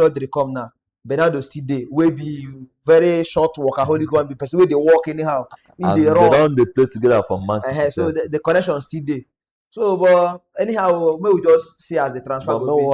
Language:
Nigerian Pidgin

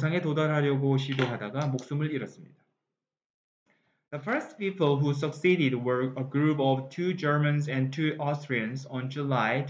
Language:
Korean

